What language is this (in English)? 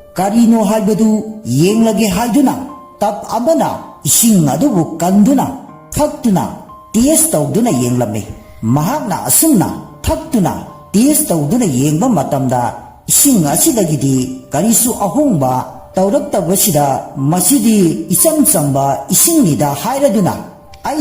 Manipuri